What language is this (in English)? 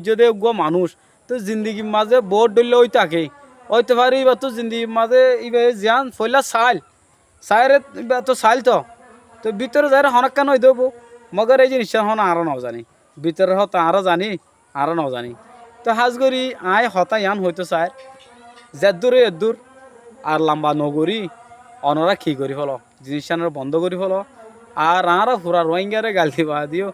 Rohingya